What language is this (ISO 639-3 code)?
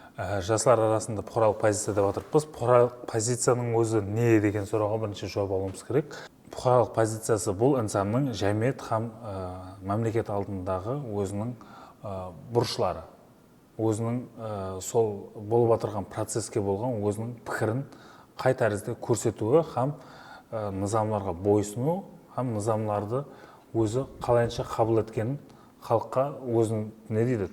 kaa